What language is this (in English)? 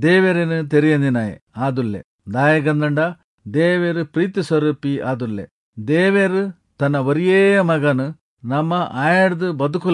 Tulu